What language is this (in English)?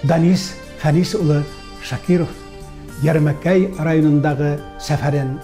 Tatar